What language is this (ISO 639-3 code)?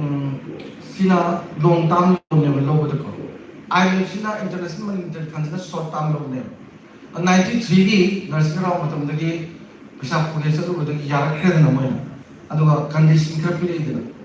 mni